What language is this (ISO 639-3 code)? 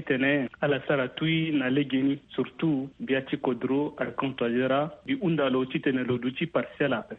sag